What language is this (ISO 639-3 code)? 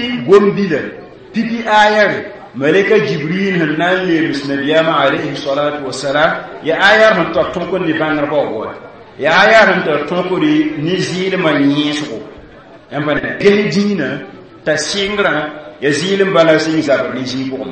mos